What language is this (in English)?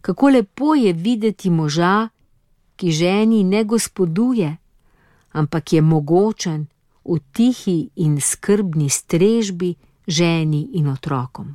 Slovenian